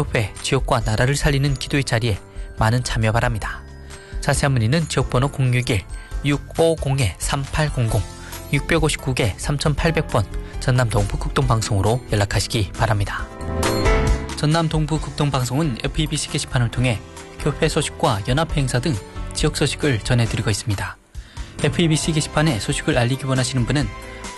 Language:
Korean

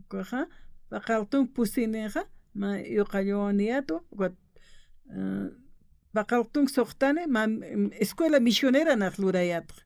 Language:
Aymara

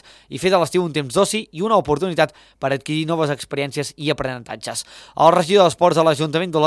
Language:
Catalan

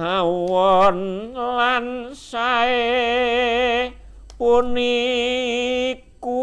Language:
Javanese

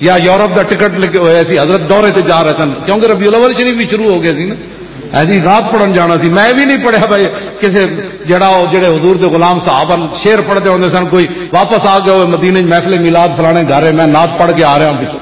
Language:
Western Panjabi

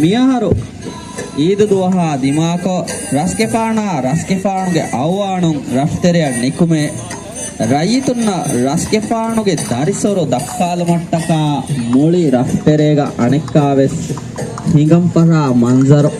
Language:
Divehi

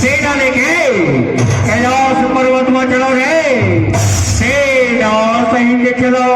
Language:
Chhattisgarhi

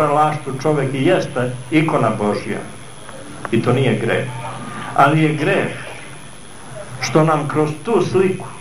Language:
Serbian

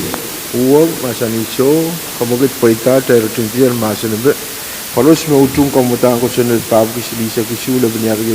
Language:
Pohnpeian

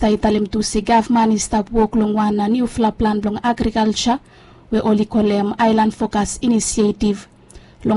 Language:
Bislama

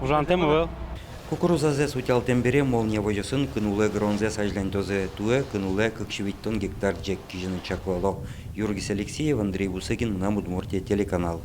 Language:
Udmurt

